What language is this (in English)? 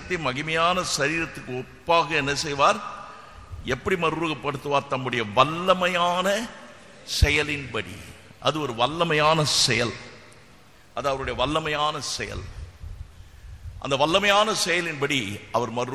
Tamil